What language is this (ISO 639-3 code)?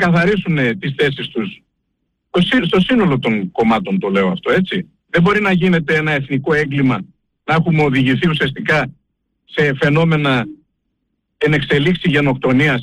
ell